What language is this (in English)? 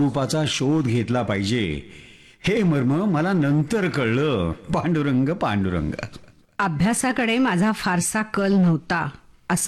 Marathi